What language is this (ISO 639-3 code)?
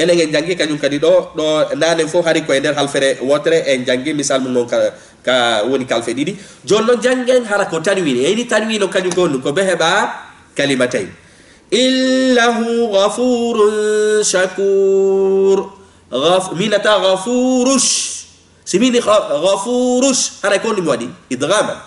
ful